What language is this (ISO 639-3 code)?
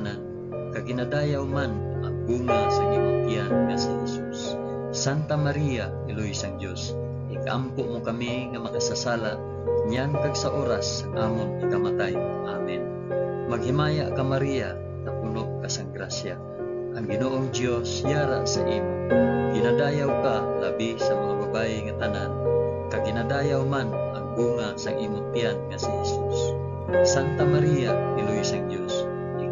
hil